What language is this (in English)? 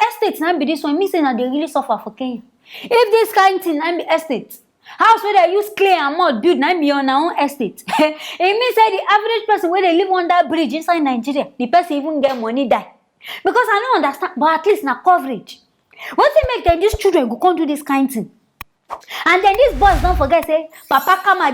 Nigerian Pidgin